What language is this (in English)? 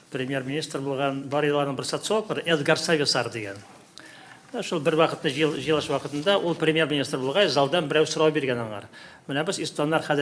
Tatar